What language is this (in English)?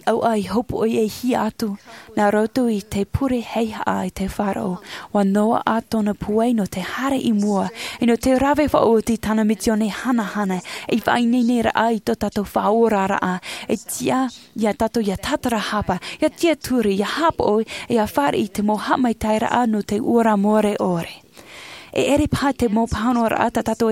Tahitian